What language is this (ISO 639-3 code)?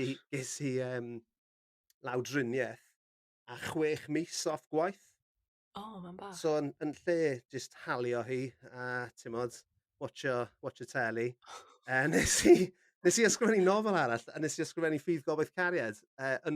cym